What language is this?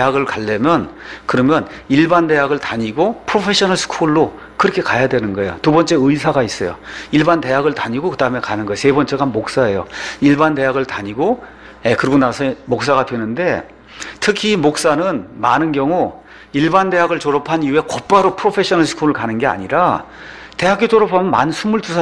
Korean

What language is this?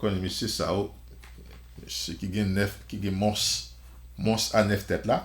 Haitian Creole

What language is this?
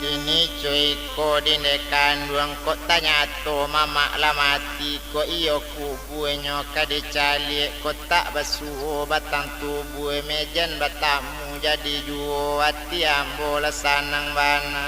Minangkabau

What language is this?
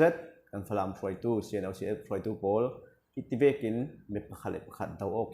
Falam Chin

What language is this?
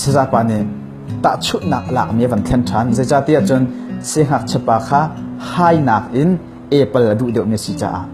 Hakha Chin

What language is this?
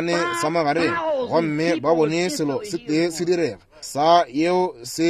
Northern Sotho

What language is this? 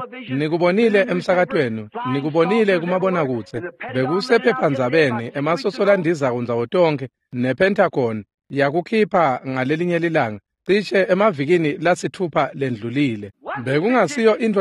Swati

